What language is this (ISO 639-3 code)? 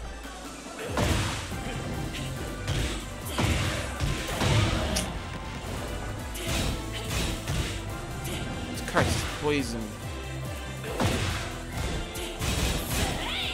eng